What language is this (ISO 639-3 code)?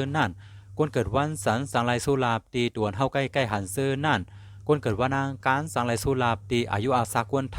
shn